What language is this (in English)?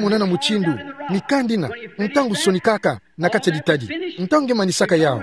Kituba (Democratic Republic of Congo)